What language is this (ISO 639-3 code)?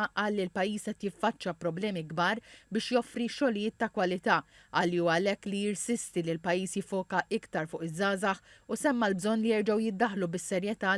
mlt